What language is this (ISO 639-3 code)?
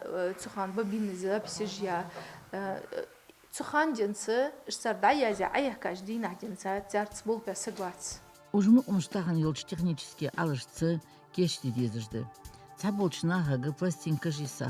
inh